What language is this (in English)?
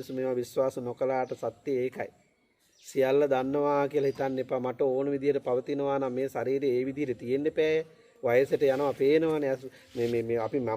Sinhala